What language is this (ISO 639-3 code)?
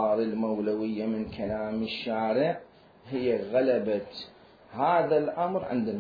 acm